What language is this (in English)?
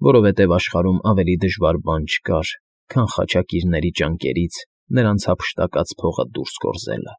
Armenian